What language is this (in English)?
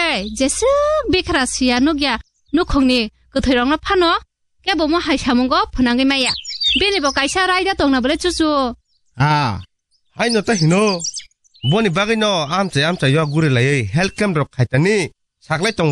Kok Borok